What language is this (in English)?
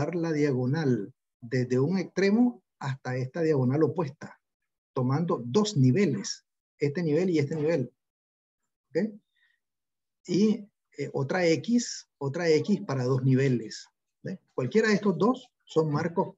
Spanish